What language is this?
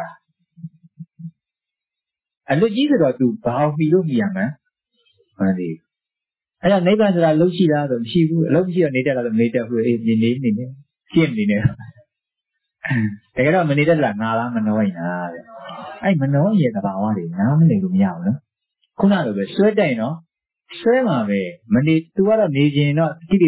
Burmese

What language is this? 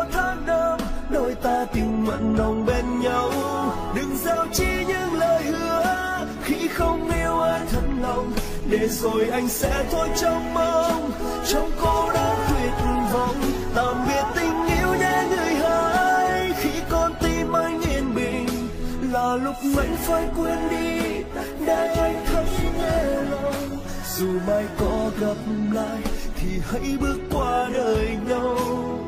Vietnamese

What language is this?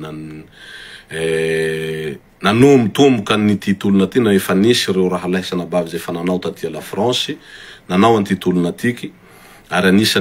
Malagasy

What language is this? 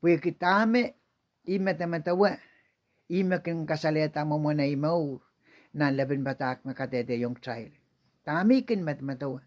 Pohnpeian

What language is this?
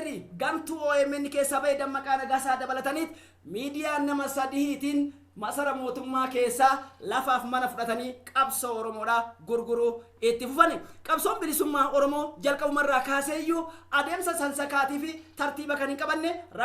Oromo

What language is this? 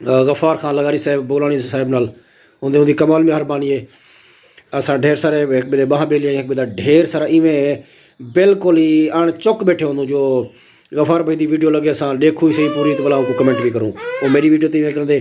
Saraiki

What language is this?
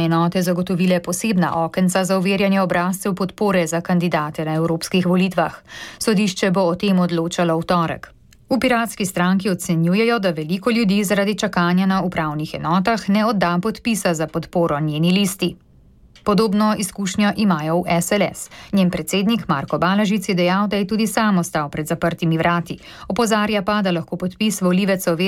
Slovenian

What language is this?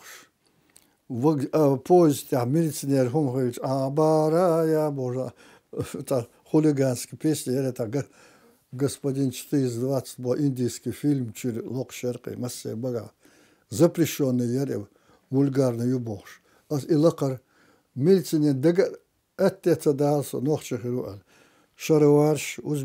Chechen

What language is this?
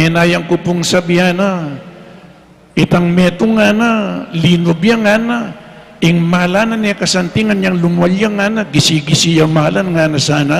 Pampanga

